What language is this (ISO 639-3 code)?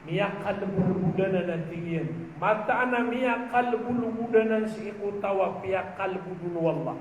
mrw